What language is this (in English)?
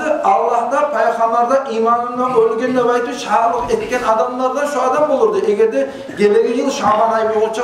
Kumyk